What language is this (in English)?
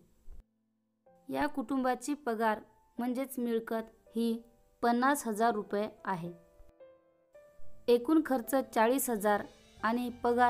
Marathi